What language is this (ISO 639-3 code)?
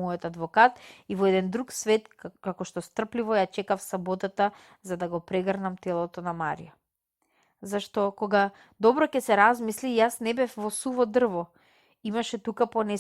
mkd